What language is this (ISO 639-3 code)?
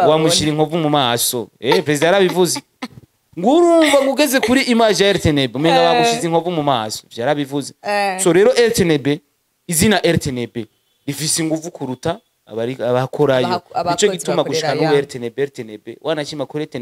run